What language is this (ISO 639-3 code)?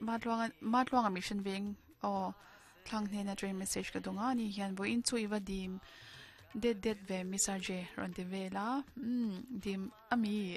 lus